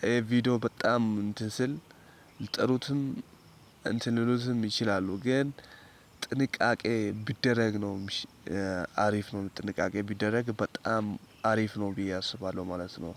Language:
Amharic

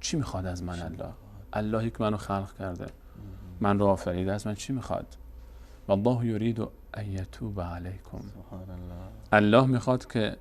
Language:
Persian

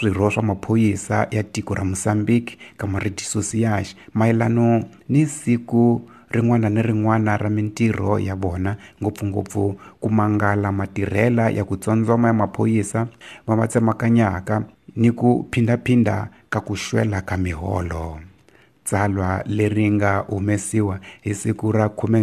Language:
Tsonga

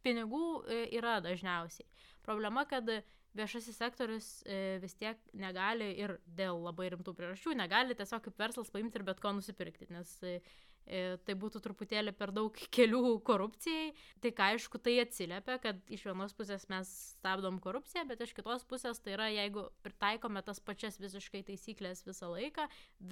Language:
Lithuanian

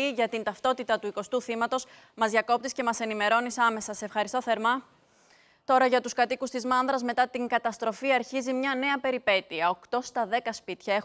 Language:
Greek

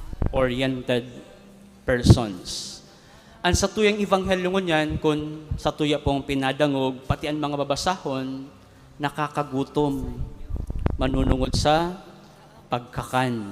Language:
Bikol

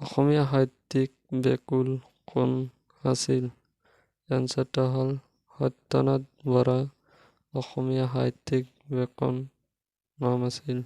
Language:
Assamese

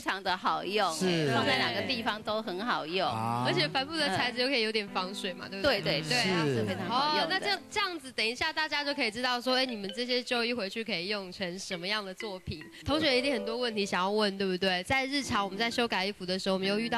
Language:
Chinese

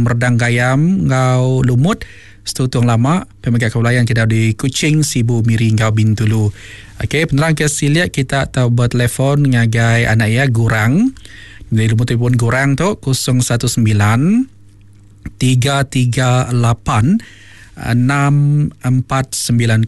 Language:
Iban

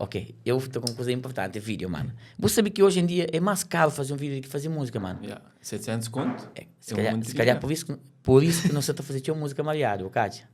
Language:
Kabuverdianu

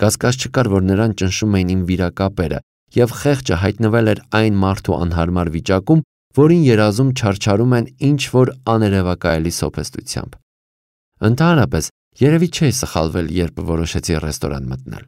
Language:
Armenian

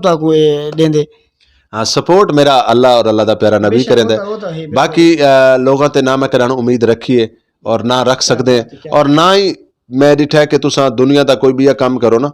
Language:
Saraiki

